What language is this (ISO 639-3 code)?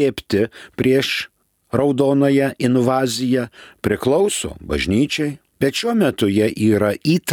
lit